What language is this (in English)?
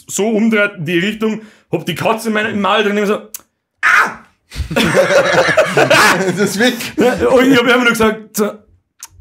Bavarian